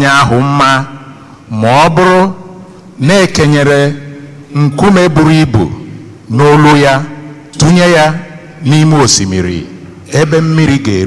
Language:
Igbo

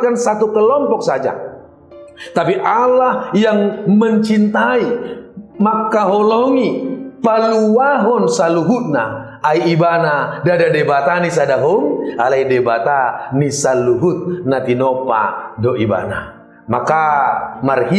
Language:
Batak Toba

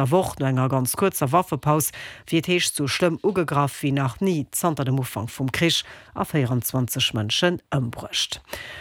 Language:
Luxembourgish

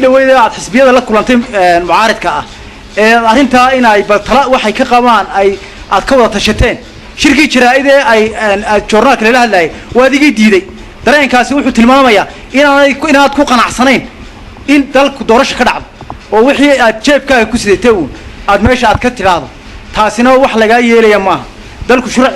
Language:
Somali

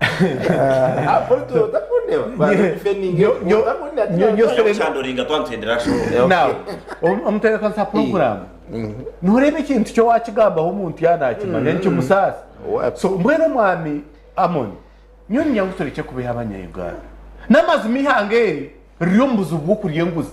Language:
Nyankole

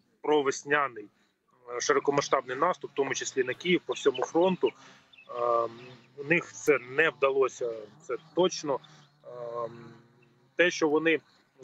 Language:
Ukrainian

